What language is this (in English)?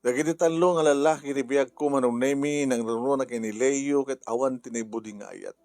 Iloko